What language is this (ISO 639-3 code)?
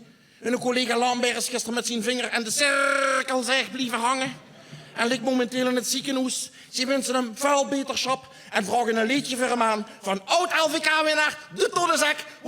lim